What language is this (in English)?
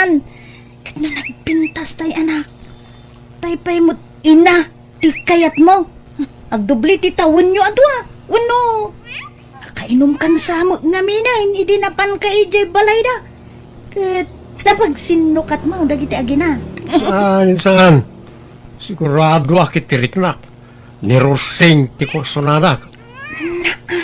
Iloko